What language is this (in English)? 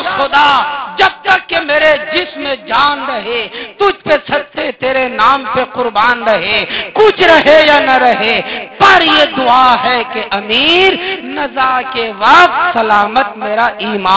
Urdu